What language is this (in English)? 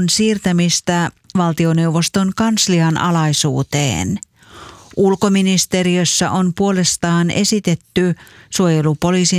Finnish